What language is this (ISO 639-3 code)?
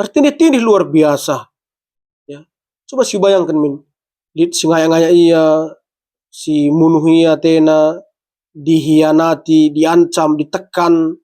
btx